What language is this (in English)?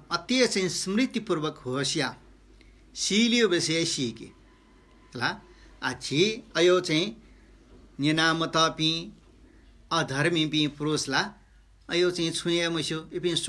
Newari